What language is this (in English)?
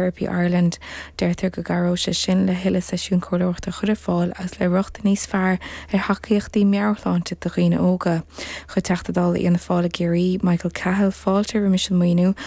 Irish